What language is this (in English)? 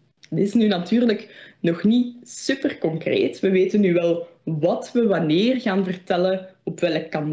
Dutch